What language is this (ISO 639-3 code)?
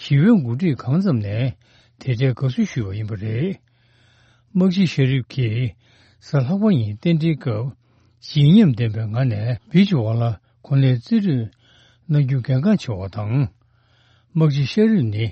bod